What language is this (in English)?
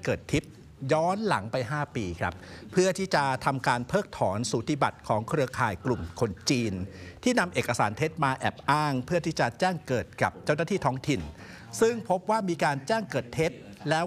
Thai